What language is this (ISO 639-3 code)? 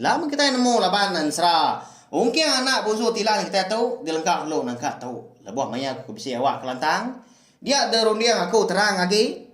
iba